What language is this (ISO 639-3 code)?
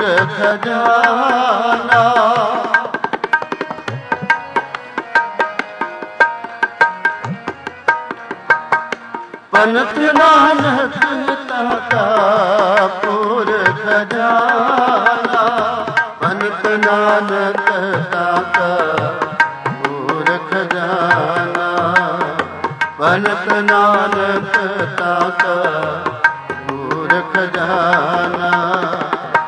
pan